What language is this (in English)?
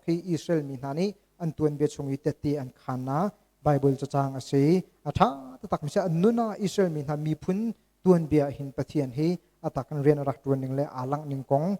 Hakha Chin